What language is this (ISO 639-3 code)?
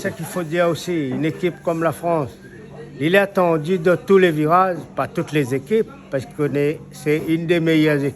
rcf